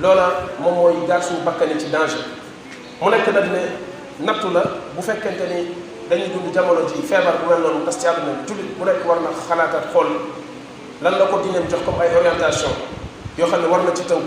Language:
Wolof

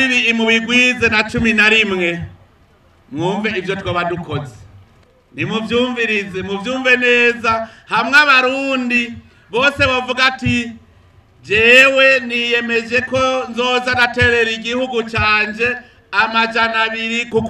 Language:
Rundi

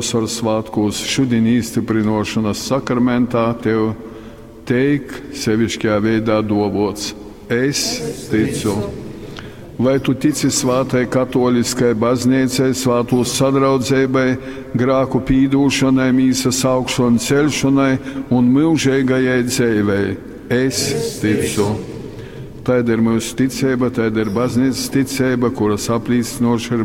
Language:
Latgalian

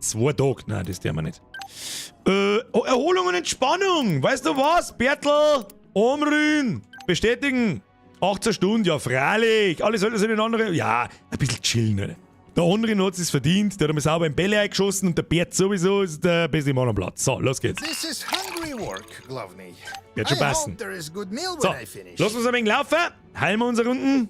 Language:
Bavarian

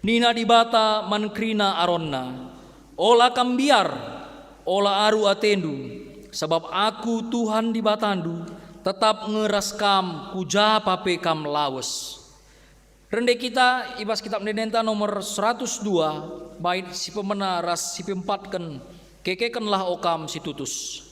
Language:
Batak Karo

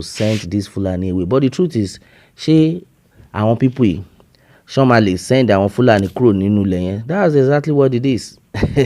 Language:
Yoruba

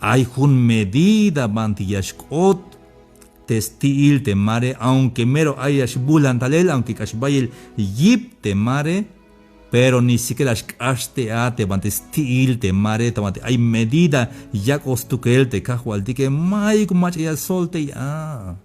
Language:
Tzeltal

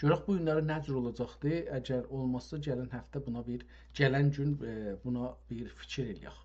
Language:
South Azerbaijani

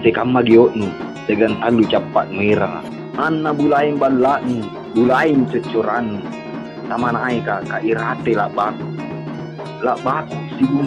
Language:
Makasar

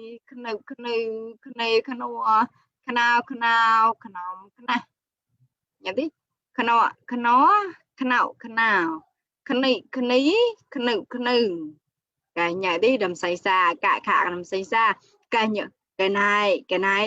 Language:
Mon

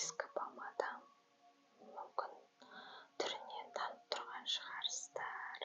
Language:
Kazakh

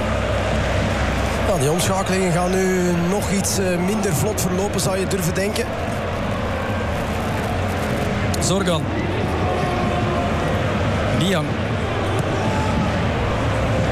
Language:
Dutch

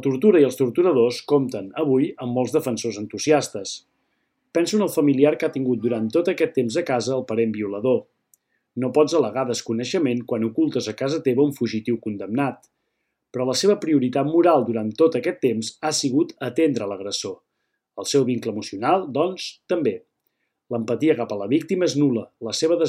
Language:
Catalan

